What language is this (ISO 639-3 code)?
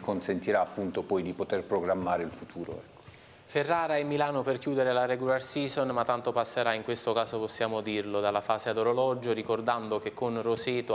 ita